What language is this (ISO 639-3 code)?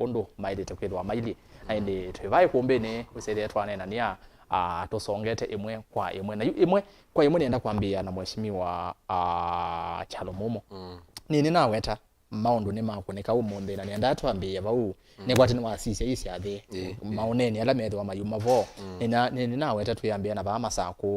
kam